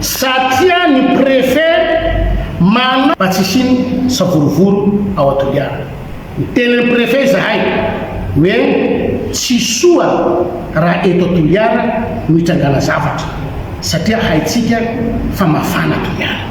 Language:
Malagasy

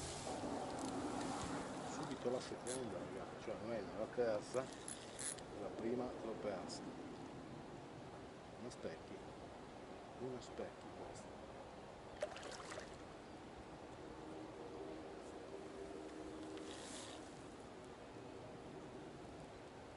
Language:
Italian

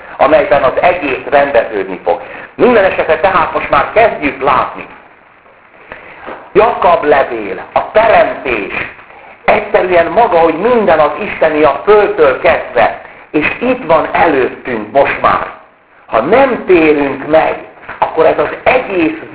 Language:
Hungarian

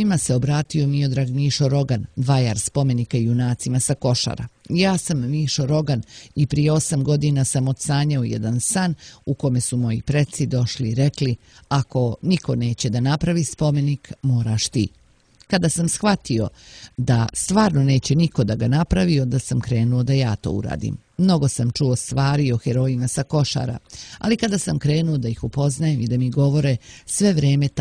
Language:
Serbian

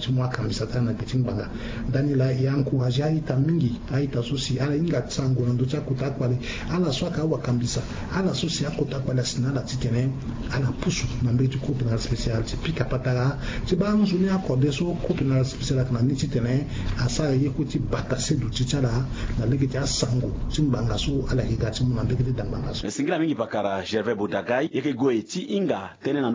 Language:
Sango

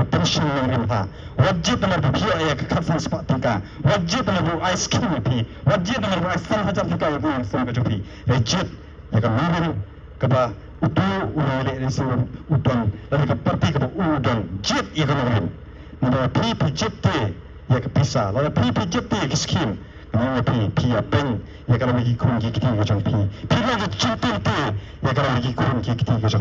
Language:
Khasi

